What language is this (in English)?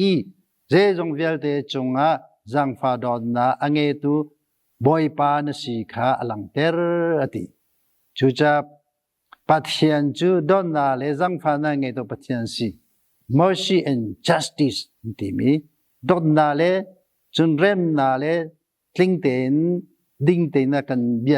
Hakha Chin